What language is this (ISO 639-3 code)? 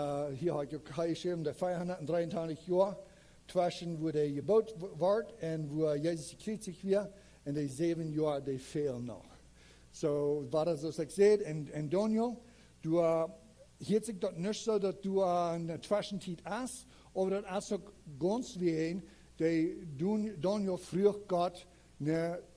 pdt